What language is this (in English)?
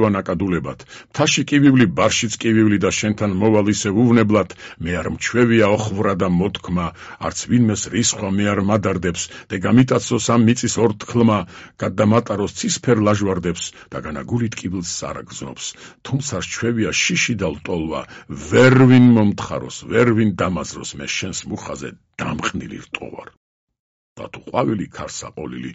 Georgian